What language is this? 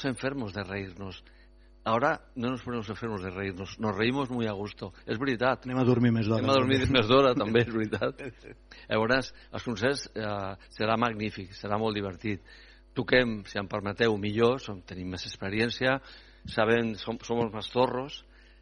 Catalan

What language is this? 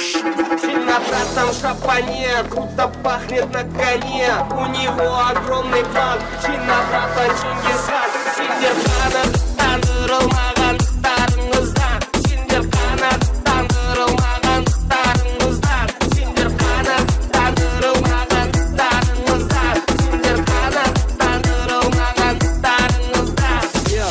Kara-Kalpak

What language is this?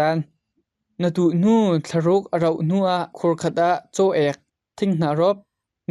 Hakha Chin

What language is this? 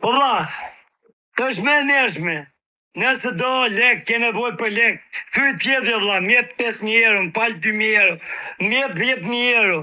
Albanian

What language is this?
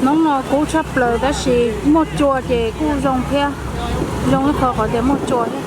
Hmong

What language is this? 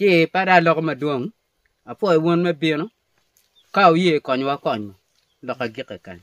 Acoli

